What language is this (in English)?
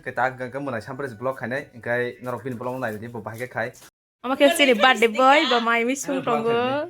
Kok Borok